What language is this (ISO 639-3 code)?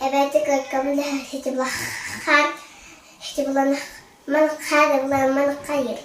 sah